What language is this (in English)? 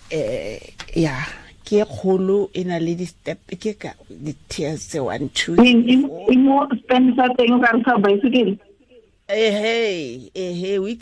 Tswana